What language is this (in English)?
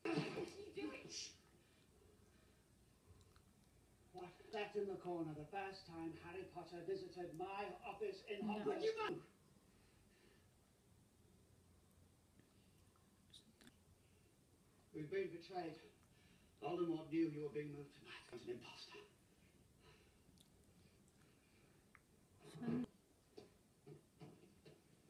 Danish